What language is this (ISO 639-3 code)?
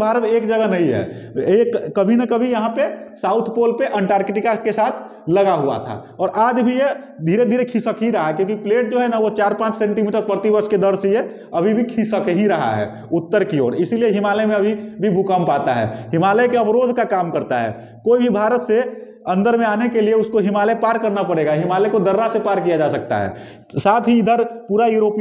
hin